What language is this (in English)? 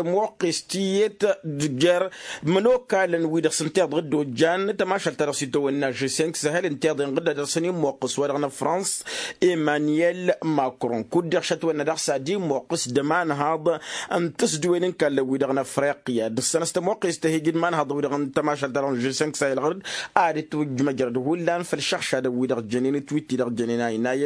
Tamasheq